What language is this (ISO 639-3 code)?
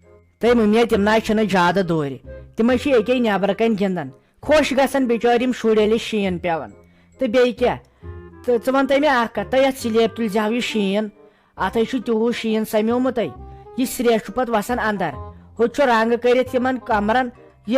kas